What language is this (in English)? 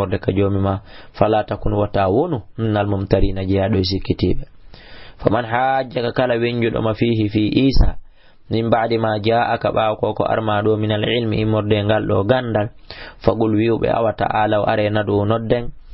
Fula